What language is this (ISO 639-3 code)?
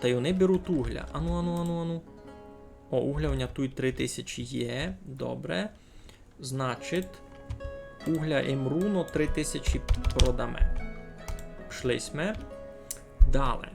rue